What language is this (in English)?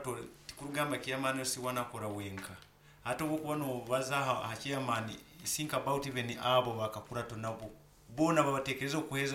Nyankole